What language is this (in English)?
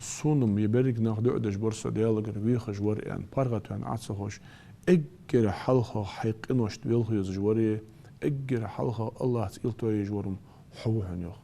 Ingush